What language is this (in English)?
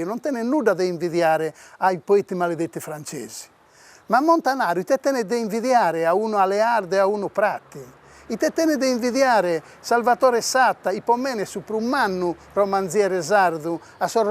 Sardinian